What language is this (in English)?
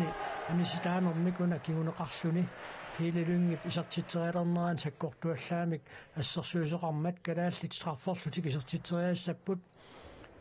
Kalaallisut